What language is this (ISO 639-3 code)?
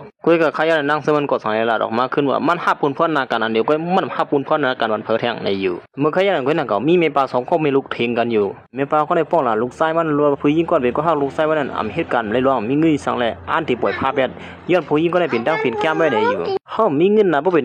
shn